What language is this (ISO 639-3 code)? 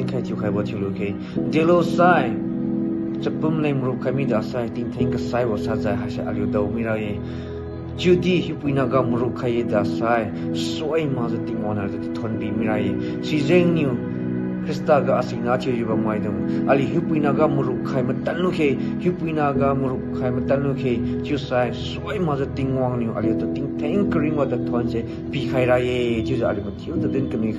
njn